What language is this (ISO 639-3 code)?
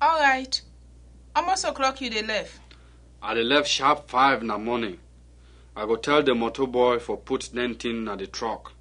kri